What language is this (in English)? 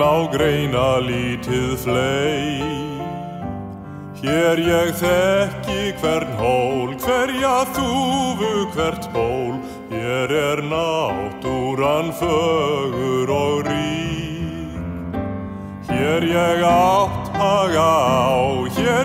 Icelandic